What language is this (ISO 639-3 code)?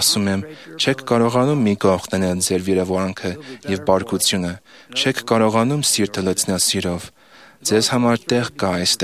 hye